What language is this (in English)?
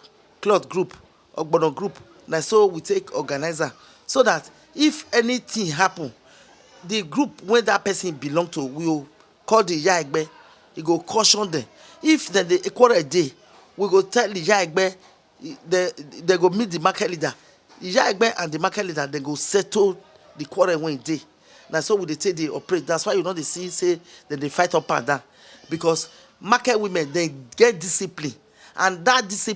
Nigerian Pidgin